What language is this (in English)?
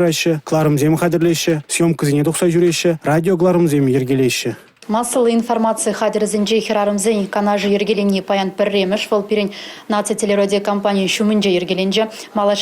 Chuvash